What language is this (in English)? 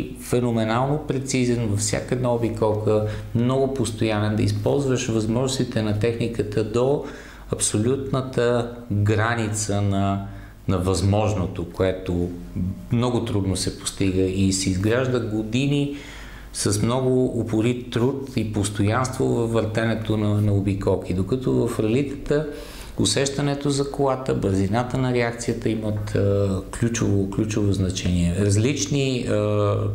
Bulgarian